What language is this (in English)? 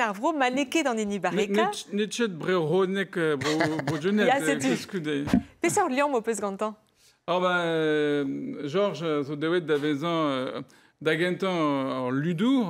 Breton